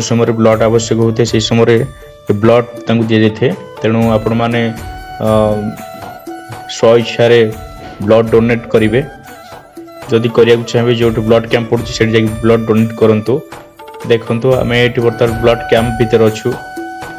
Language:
Odia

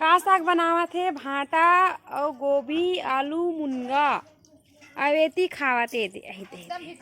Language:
Chhattisgarhi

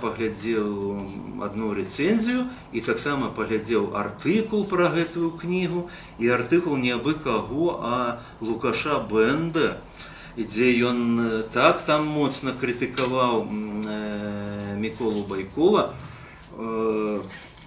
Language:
Belarusian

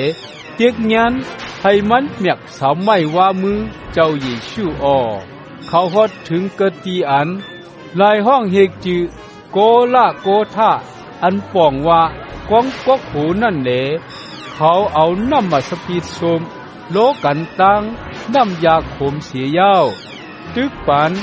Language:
Shan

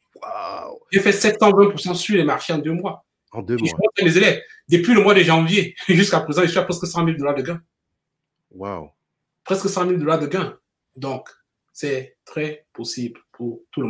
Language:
French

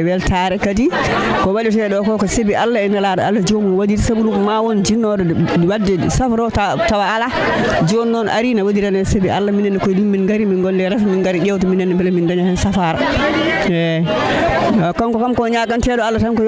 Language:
Fula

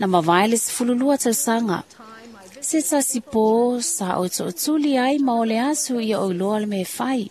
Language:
Samoan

